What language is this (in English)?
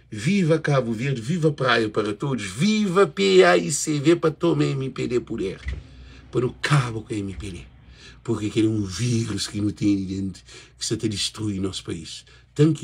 Kabuverdianu